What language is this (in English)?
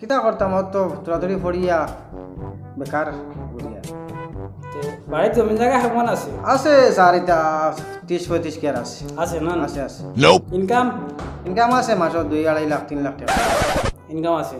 Sylheti